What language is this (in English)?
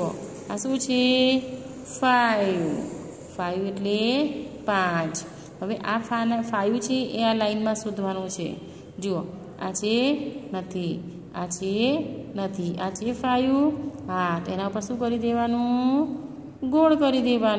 Gujarati